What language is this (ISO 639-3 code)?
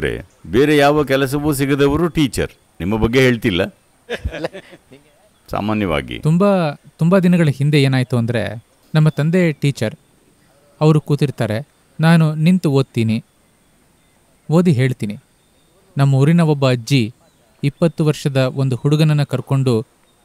kan